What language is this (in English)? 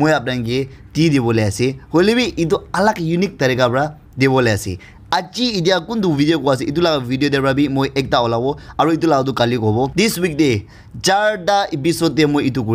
Naga Pidgin